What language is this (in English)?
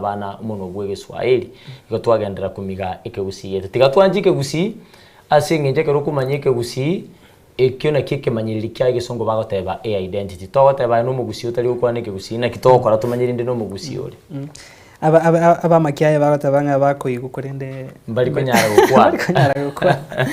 Gusii